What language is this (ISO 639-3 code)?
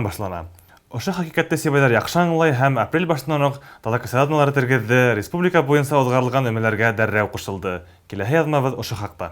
bak